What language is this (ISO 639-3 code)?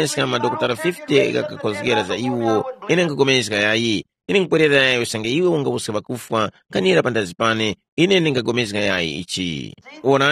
tum